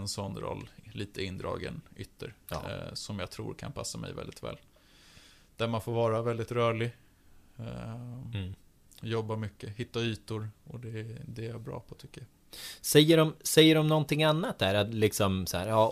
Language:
Swedish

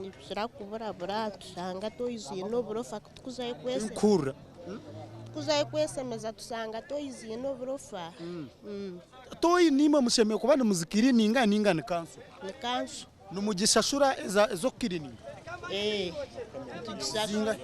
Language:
Nyankole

